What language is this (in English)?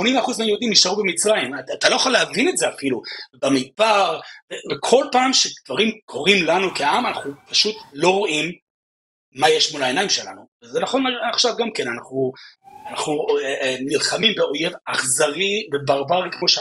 Hebrew